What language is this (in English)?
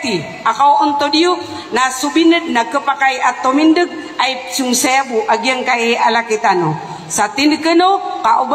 Maranao